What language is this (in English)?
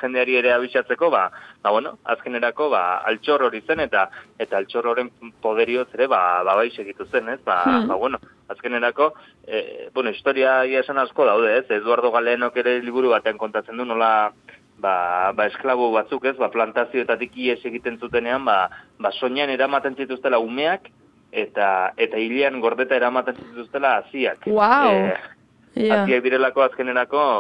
Basque